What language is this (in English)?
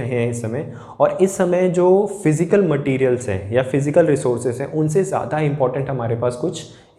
Hindi